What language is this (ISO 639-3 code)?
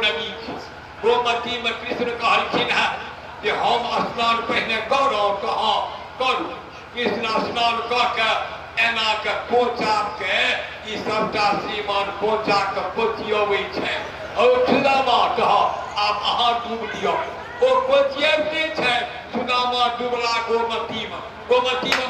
mai